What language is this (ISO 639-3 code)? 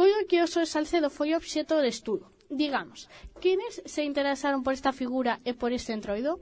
glg